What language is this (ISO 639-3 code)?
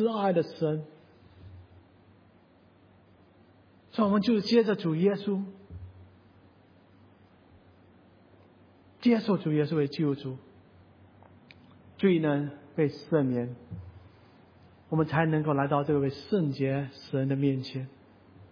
zho